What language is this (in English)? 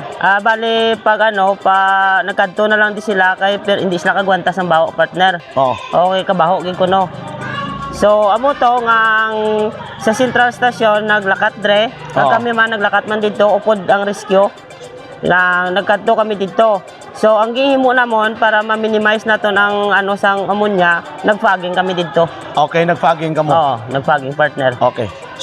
Hiligaynon